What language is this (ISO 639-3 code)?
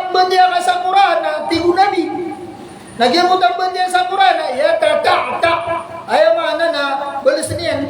mrw